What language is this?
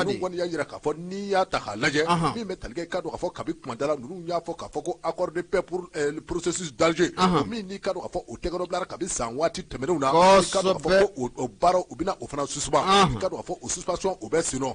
Bambara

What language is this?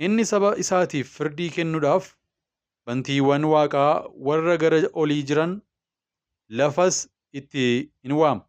Oromo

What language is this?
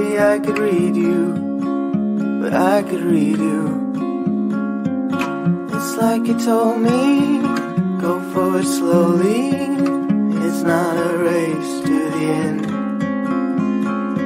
English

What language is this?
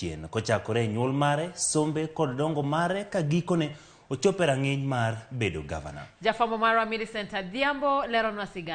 Luo (Kenya and Tanzania)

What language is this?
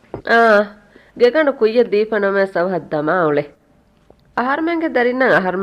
Divehi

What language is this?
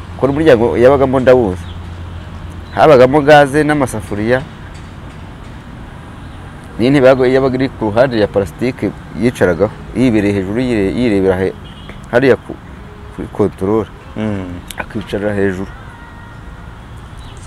Kinyarwanda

